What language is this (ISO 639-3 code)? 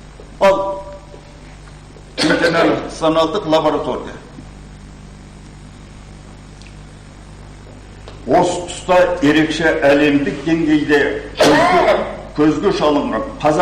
kaz